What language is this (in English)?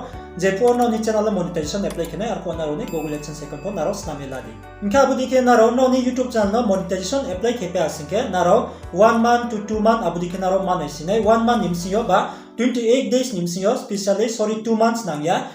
Riang (India)